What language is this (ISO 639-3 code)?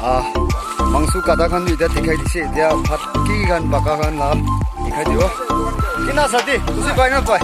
nag